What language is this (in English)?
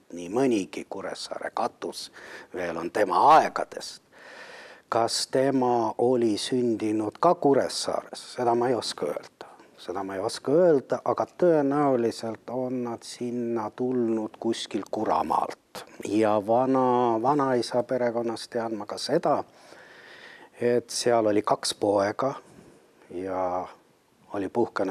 Estonian